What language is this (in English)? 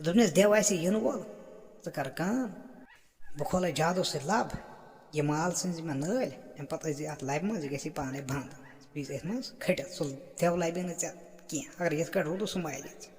Kashmiri